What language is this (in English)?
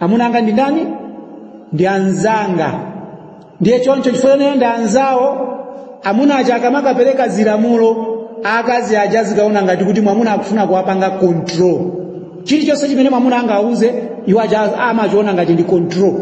Nyanja